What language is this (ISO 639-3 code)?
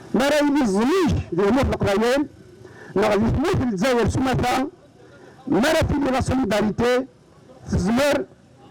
kab